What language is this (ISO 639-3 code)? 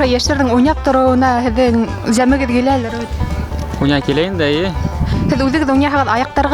bak